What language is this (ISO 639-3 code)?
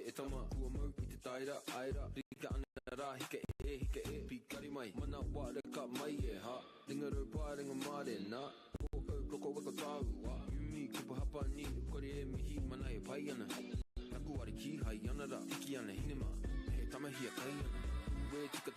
mri